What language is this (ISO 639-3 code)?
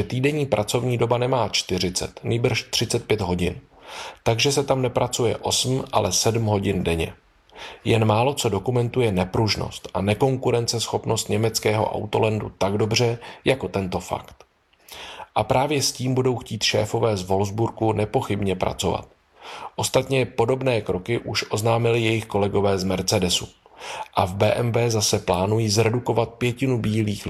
ces